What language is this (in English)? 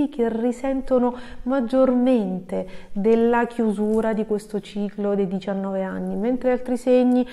Italian